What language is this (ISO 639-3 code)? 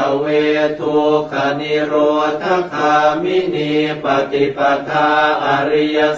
pli